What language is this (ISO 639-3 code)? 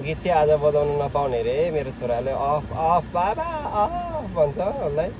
nep